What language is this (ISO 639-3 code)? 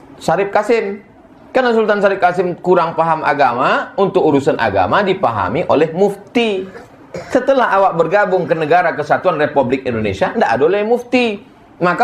ind